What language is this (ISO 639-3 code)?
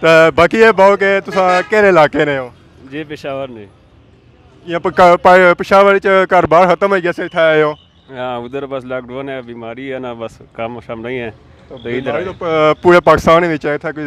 phr